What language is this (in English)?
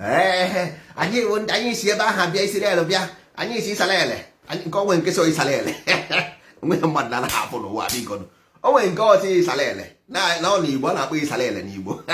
Igbo